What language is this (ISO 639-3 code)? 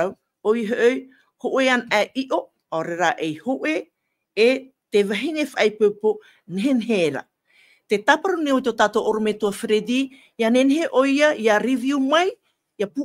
tah